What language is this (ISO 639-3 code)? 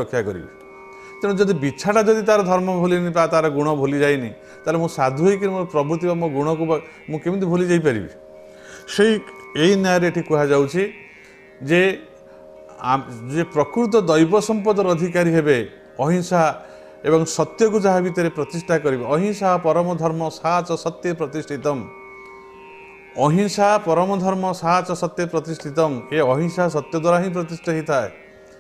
ori